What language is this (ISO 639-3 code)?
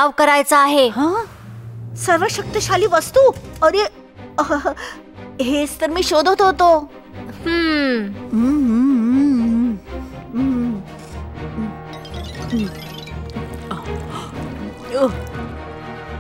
mar